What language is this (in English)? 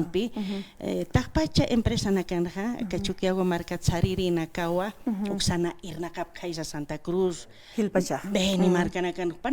Aymara